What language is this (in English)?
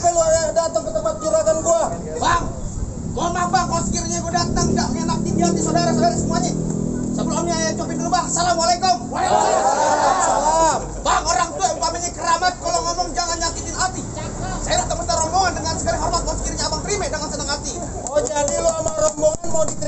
Betawi